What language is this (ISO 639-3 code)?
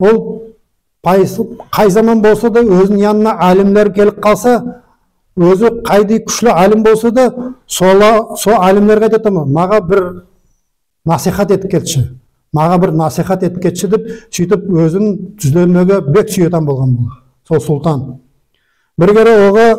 nog